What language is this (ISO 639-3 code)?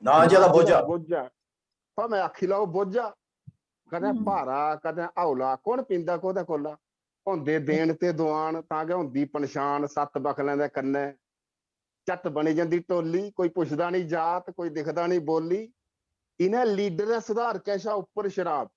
doi